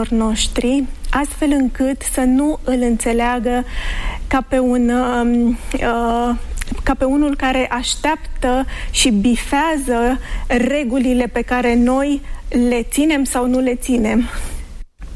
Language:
Romanian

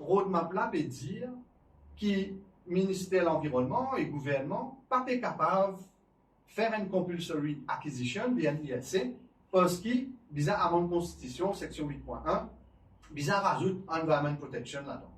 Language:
Morisyen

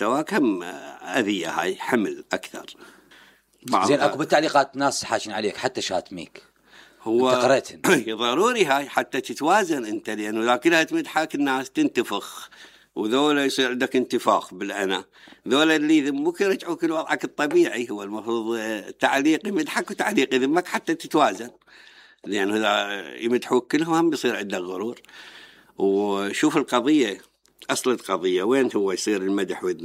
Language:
Mesopotamian Arabic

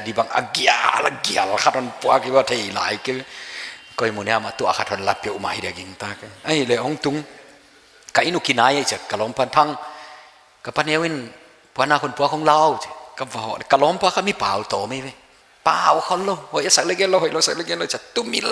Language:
Paite Chin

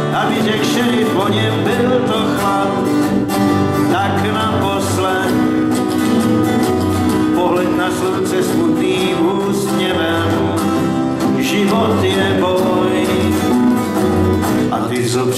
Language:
Czech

